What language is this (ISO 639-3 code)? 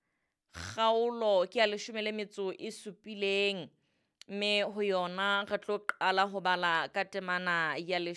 sot